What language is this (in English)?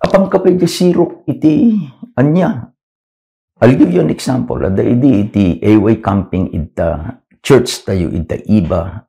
Iloko